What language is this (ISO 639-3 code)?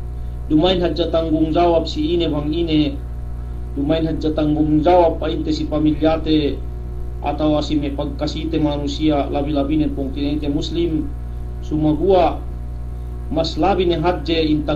yka